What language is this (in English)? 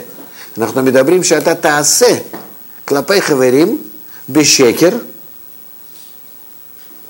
Hebrew